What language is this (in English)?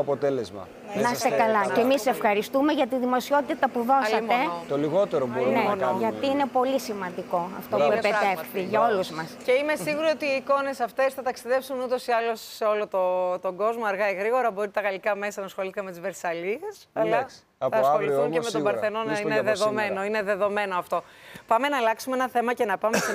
Greek